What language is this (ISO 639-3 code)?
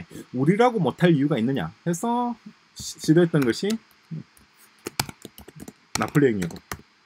kor